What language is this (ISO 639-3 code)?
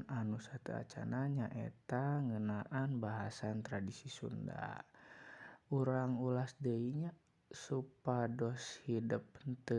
sun